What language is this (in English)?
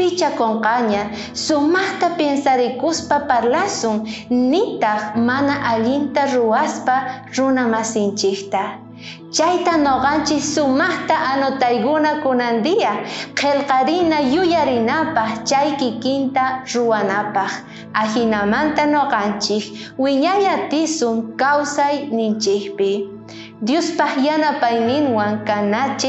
South Bolivian Quechua